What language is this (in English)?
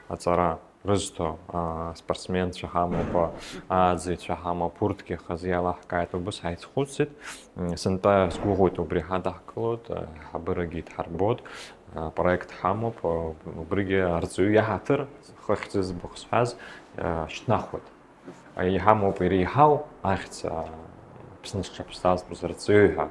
Abkhazian